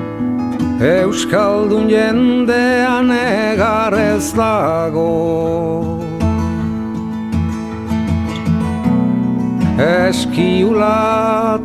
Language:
Basque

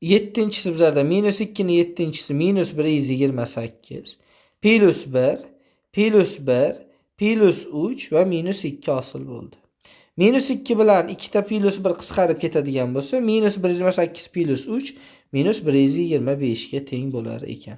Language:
Uzbek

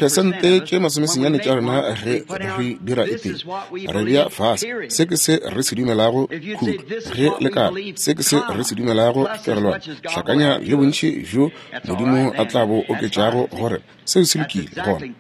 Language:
Northern Sotho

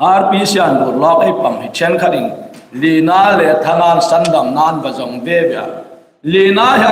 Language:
Hmar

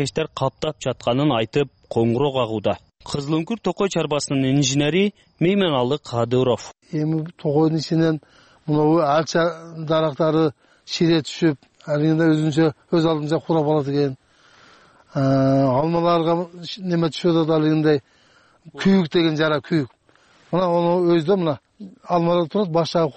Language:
Kyrgyz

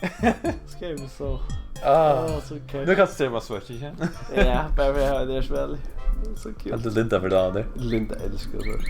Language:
Faroese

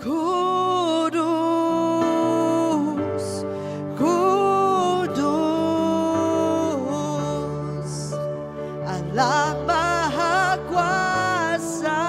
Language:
Iban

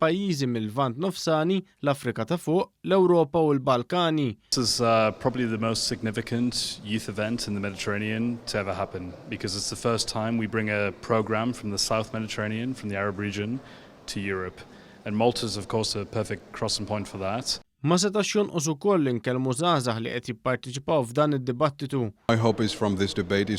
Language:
Maltese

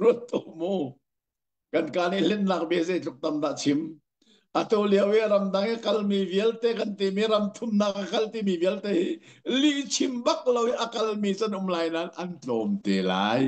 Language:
Hakha Chin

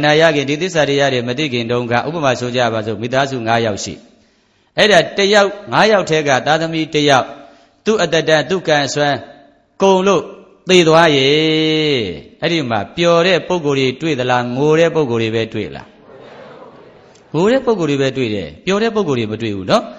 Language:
Burmese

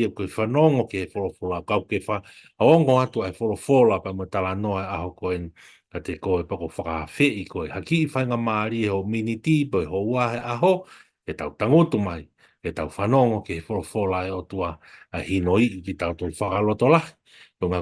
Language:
Tongan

